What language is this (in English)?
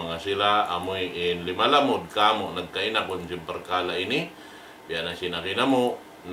Tausug